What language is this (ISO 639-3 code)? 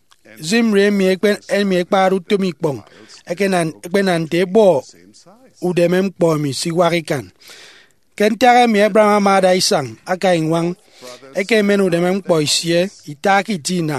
efi